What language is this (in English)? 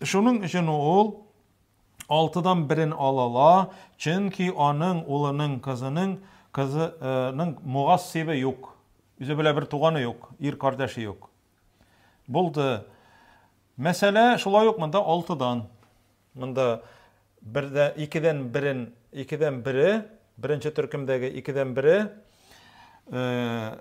Tatar